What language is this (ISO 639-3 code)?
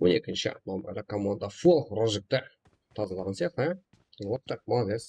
kaa